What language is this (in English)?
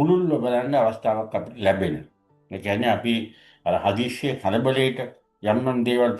Sinhala